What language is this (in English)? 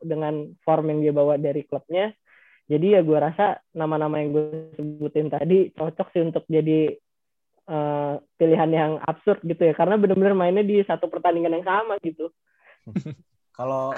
Indonesian